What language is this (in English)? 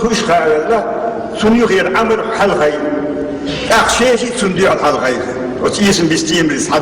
Chechen